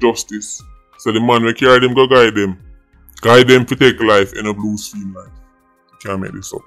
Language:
Jamaican Creole English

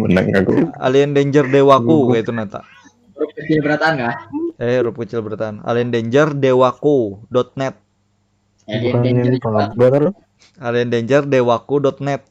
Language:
Banjar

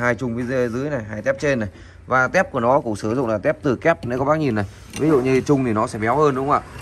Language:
Vietnamese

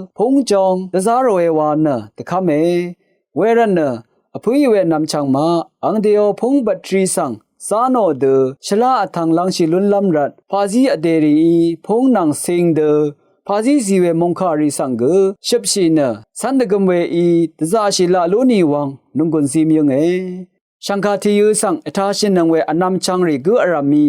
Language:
Rawang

